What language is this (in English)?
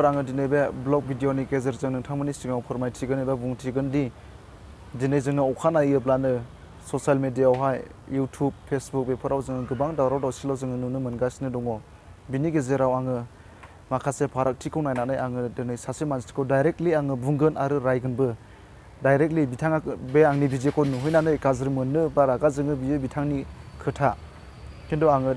Bodo